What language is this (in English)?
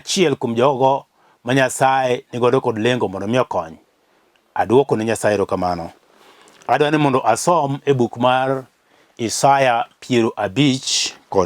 Luo (Kenya and Tanzania)